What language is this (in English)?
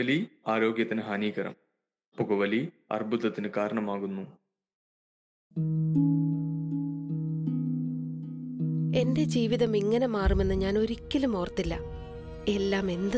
Malayalam